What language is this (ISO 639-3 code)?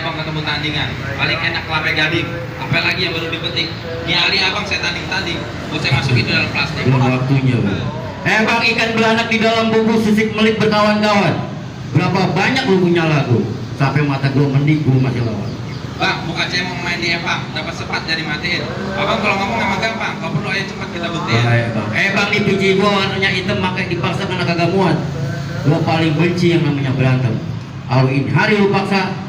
bew